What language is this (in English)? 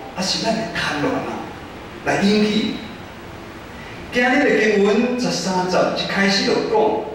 Min Nan Chinese